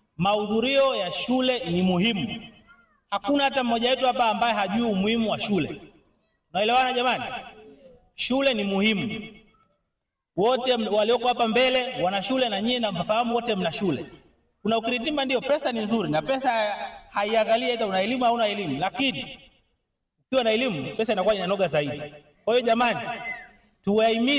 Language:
Swahili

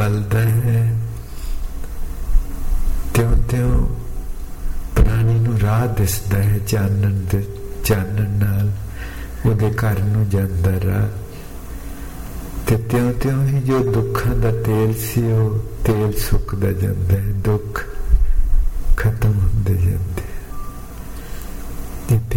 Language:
Punjabi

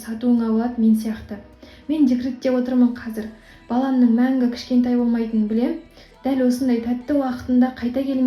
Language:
Kazakh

